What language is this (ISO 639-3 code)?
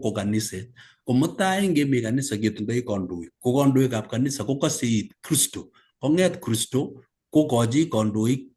kln